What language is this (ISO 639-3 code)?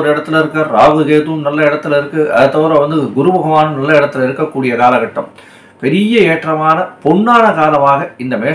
tam